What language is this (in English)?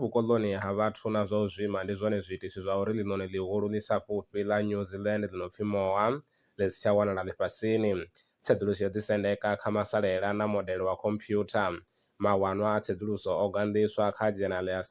Venda